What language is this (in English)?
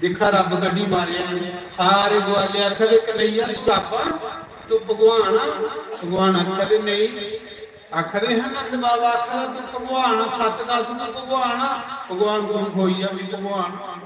Dogri